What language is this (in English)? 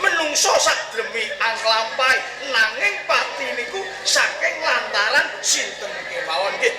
Javanese